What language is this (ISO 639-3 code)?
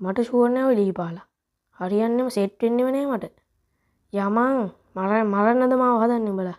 sin